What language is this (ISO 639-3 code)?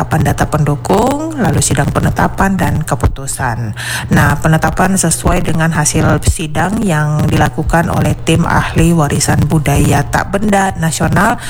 ind